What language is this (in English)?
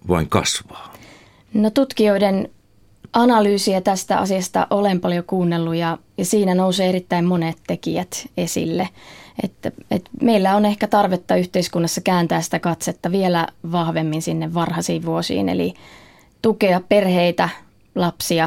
Finnish